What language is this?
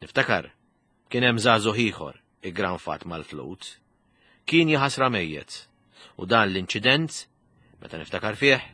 Maltese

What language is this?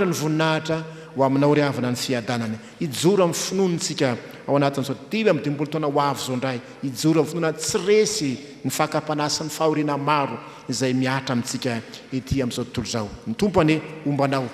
Malagasy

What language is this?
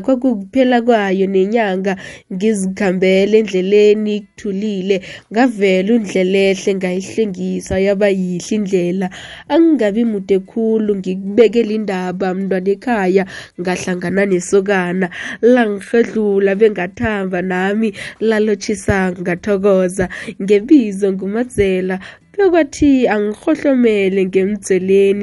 South Ndebele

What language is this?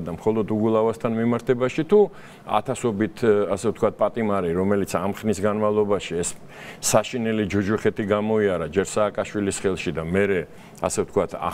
Georgian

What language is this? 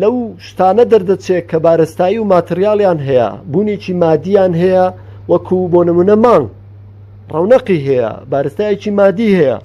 Central Kurdish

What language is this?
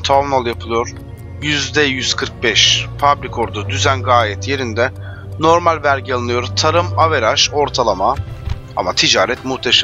Turkish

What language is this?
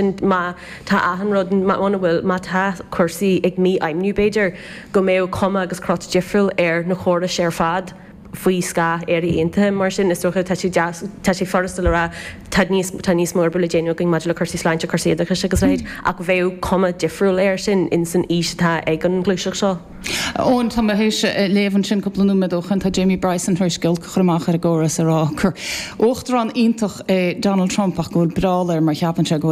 Irish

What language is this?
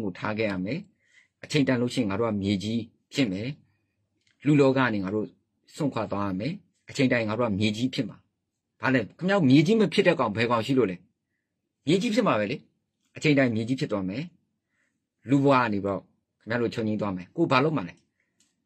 Burmese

